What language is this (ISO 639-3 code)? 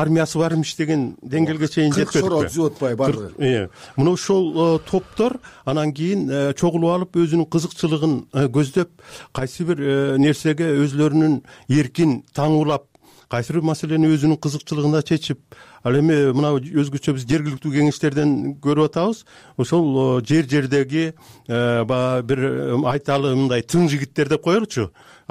kir